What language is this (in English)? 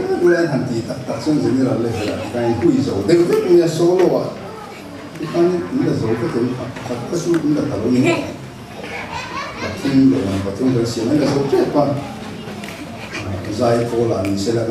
Mizo